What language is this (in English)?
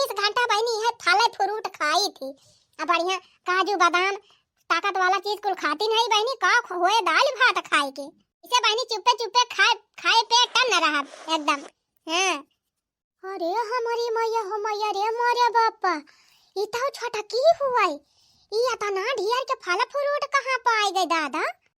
Awadhi